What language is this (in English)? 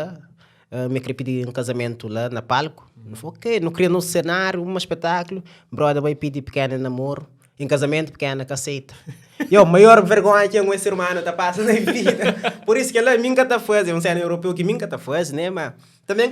Kabuverdianu